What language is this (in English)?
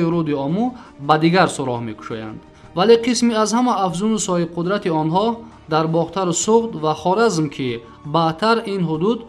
Tajik